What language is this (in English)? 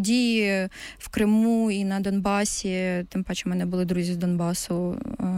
Ukrainian